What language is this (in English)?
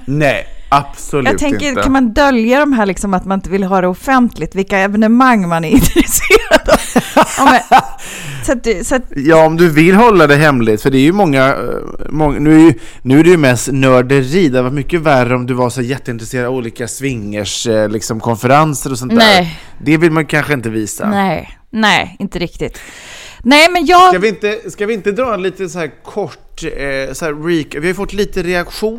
Swedish